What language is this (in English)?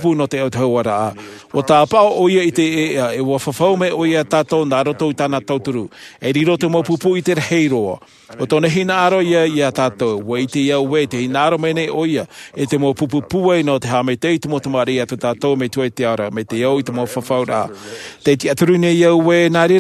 Tahitian